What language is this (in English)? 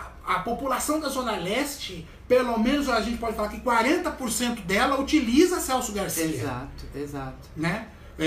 Portuguese